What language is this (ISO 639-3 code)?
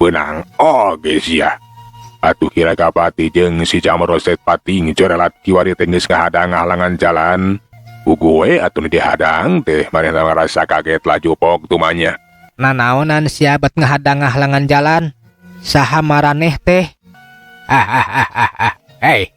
sun